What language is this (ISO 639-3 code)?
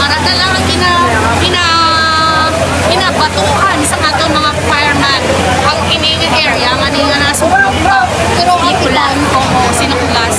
hil